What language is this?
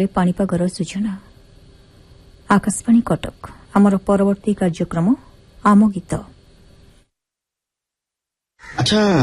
Odia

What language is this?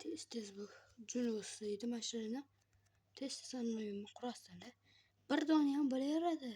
Uzbek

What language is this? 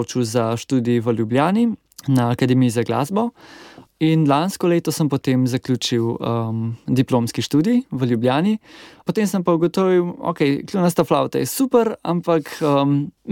Slovenian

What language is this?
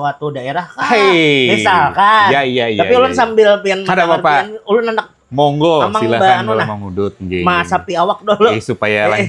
Banjar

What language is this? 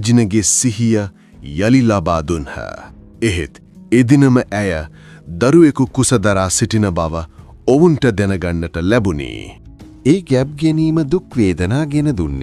Sinhala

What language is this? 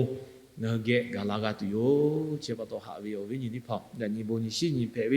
Lahu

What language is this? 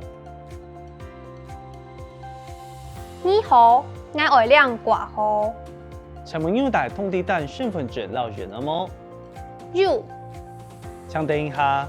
Hakka Chinese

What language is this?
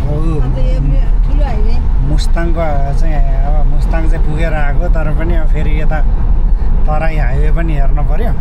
Nepali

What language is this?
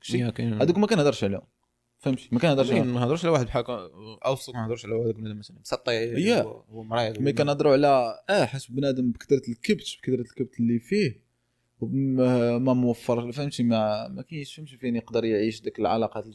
Moroccan Arabic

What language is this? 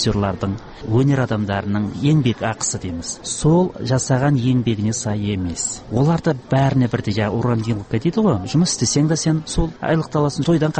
Kazakh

